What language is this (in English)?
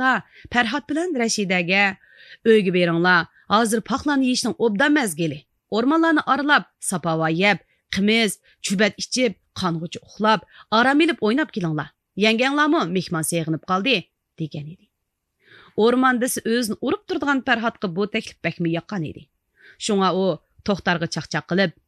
Uyghur